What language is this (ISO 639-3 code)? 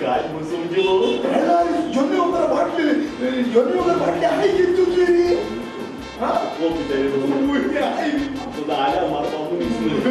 kok